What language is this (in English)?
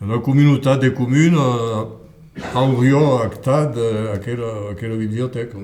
Occitan